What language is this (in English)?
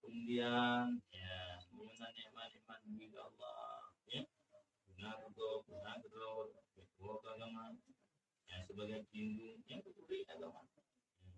Achinese